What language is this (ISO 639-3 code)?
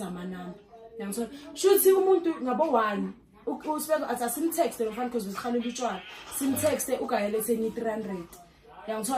zul